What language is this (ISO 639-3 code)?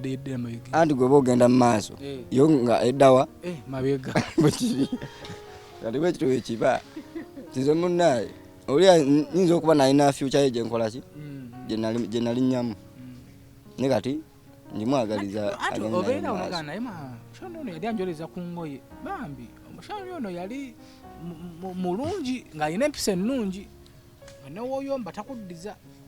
lug